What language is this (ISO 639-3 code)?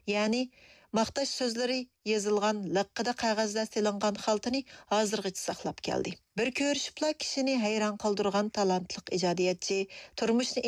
uig